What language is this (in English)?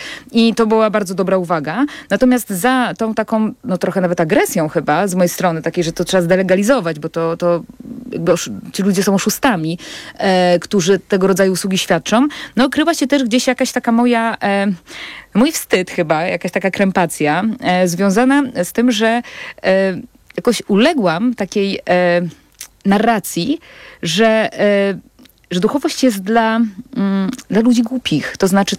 Polish